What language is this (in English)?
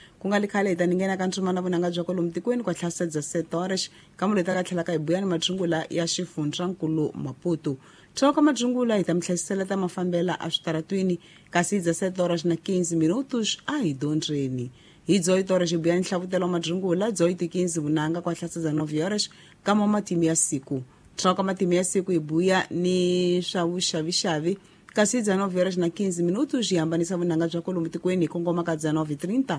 Tsonga